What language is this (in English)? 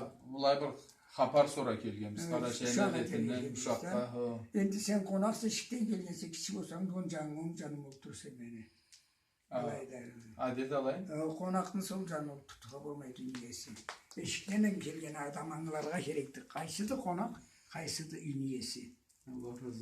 Karachay-Balkar